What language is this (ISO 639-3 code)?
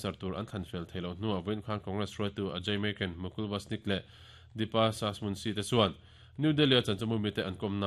lus